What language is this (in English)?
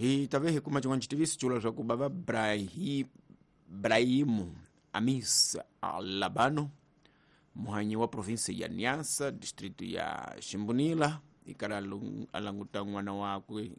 Tsonga